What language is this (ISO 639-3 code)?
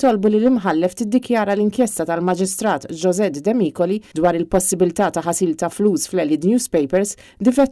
mlt